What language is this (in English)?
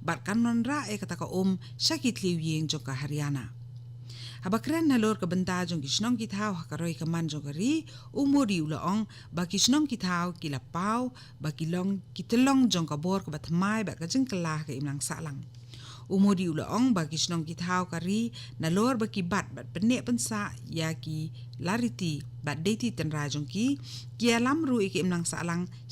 Khasi